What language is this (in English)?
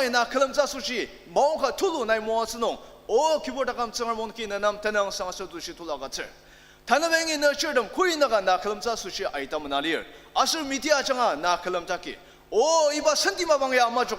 Ao Naga